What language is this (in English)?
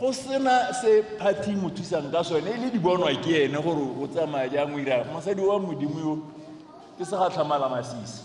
Tswana